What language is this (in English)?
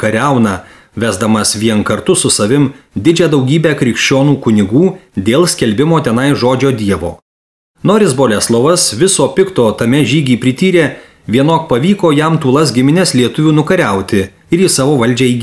Lithuanian